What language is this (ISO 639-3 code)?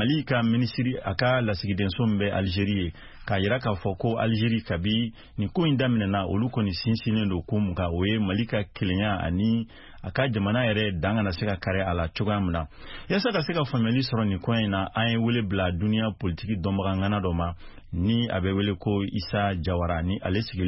bam